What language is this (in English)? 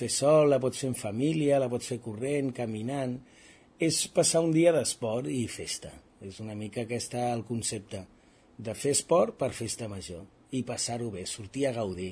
Catalan